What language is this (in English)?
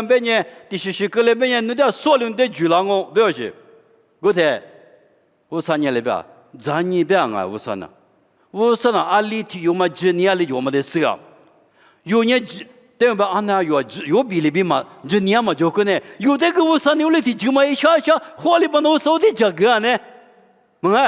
Lisu